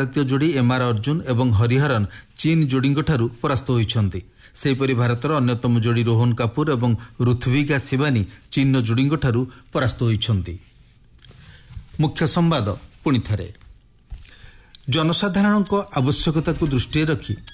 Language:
Odia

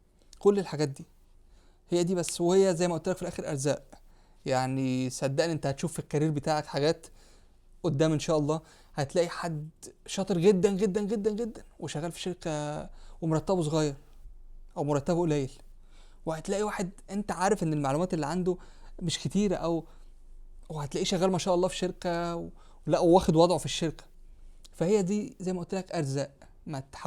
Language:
Egyptian Arabic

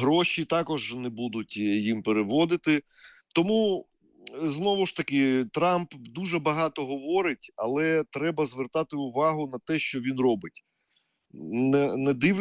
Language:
Ukrainian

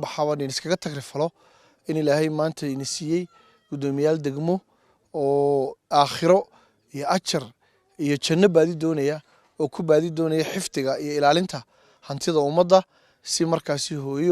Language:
Somali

